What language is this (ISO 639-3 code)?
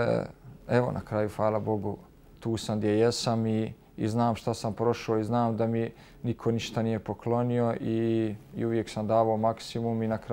bos